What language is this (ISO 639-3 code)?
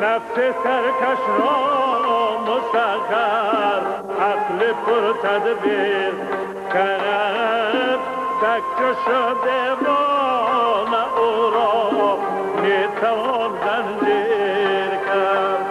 tgk